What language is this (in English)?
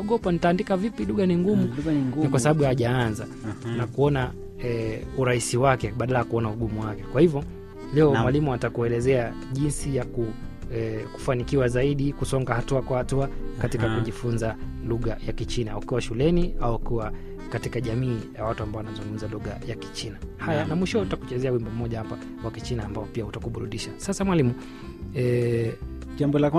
Swahili